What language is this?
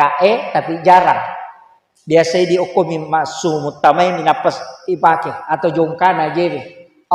Buginese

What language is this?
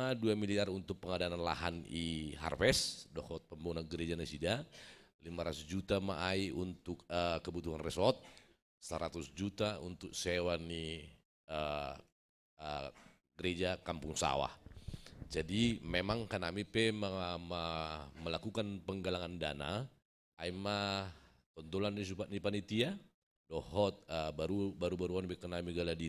Batak Simalungun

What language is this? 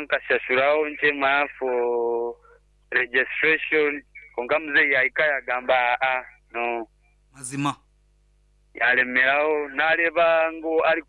Nyankole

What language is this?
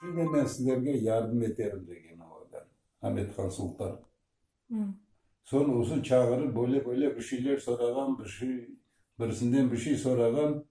Crimean Tatar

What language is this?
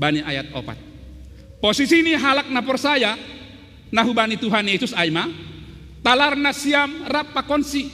Batak Simalungun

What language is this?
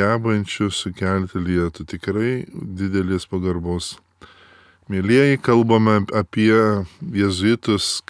Lithuanian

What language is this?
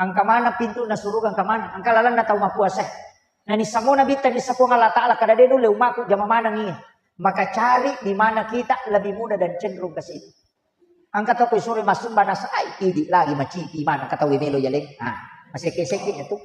Buginese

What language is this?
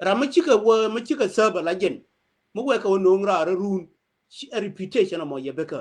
Nuer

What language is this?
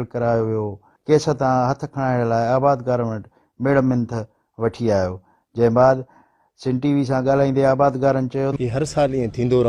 Sindhi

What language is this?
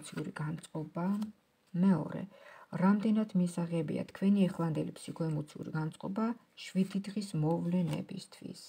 Georgian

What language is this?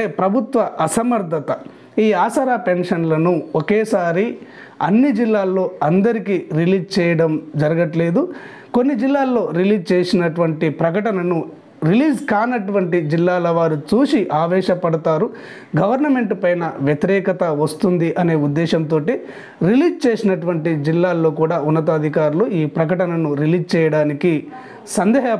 Telugu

